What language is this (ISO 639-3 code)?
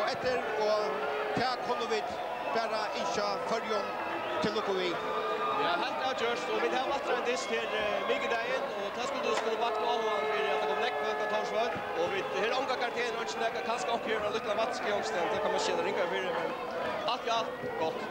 fao